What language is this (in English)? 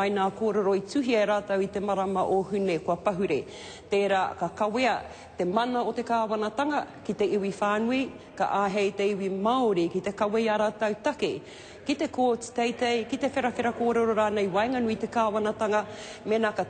Māori